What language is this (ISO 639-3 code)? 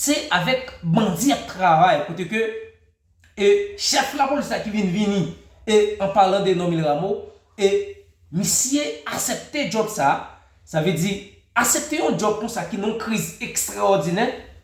hat